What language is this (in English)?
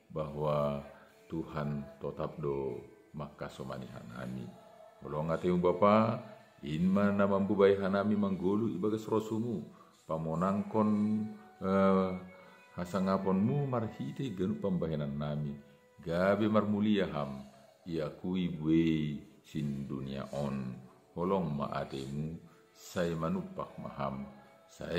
Batak Simalungun